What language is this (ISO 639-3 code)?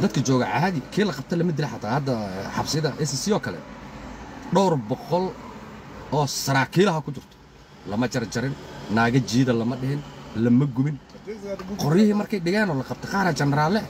som